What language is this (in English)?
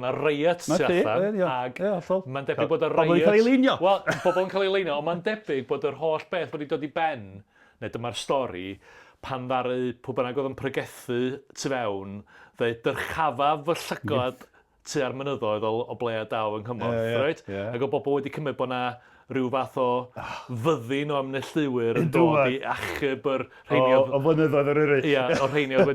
Welsh